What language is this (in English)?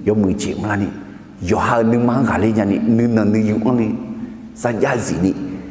Akha